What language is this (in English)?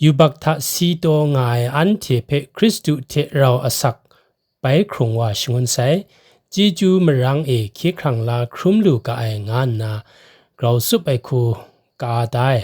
Kachin